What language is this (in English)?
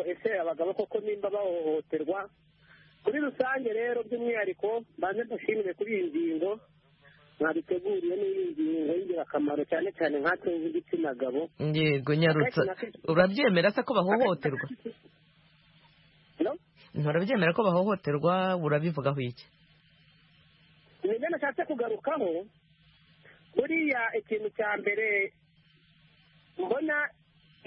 Kinyarwanda